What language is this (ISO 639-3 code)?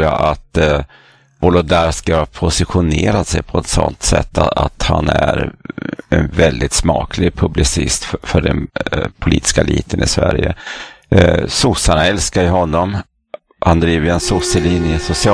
swe